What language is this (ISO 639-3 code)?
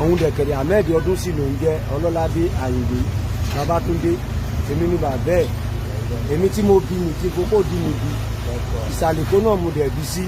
yor